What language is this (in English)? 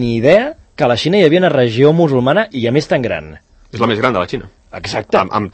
Catalan